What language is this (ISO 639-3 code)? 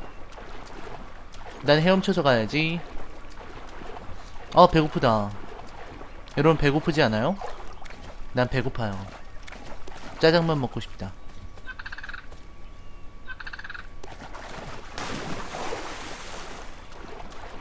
kor